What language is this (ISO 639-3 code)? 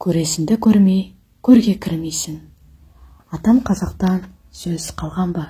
kaz